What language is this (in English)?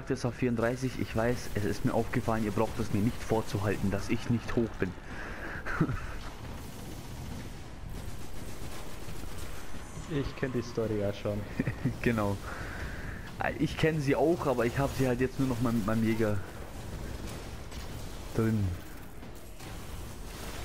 German